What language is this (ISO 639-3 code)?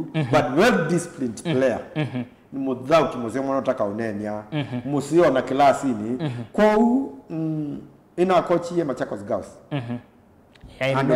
kam